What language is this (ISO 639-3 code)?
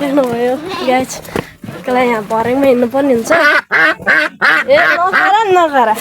nep